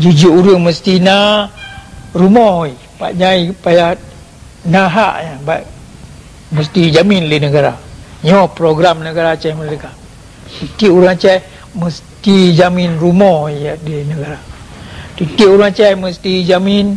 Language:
Achinese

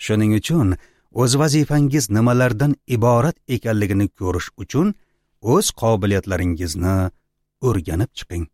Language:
Uzbek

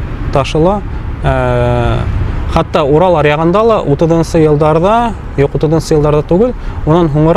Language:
Bashkir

